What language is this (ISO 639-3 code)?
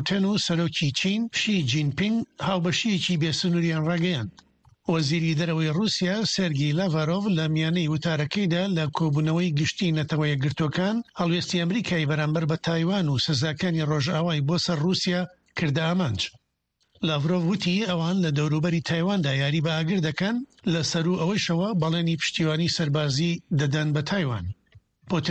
ckb